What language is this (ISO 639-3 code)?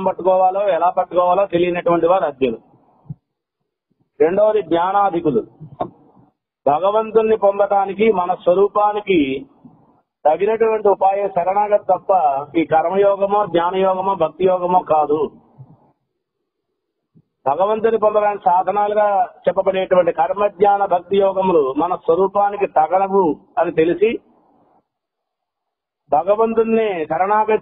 tel